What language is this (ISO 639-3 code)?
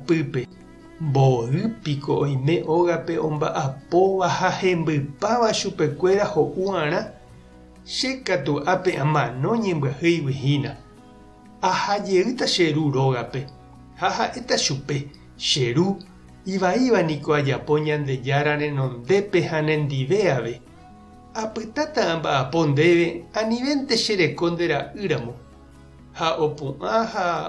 grn